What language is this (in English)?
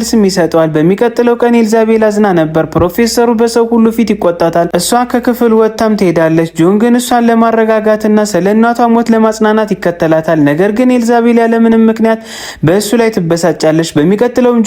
Amharic